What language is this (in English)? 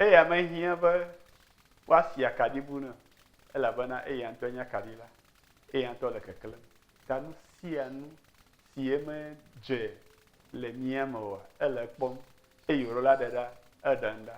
Ewe